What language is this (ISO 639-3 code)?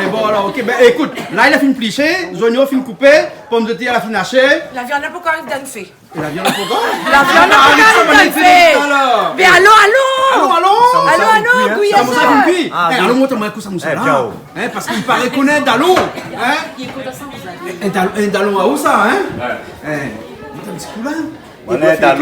rcf